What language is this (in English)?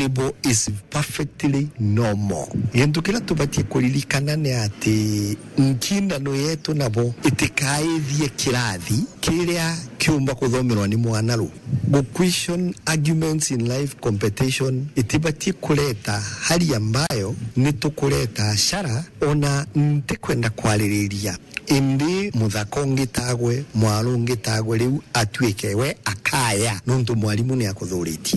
Meru